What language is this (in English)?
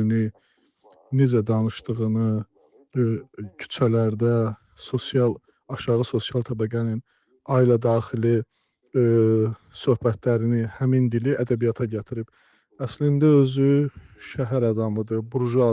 Azerbaijani